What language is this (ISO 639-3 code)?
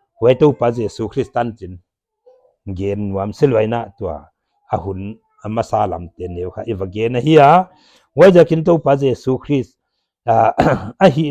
pck